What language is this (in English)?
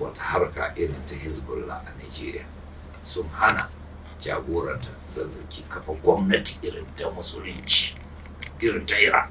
Hausa